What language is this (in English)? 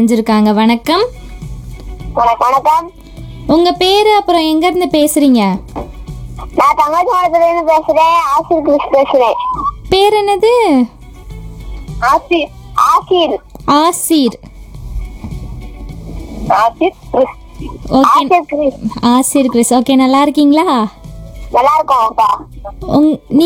Tamil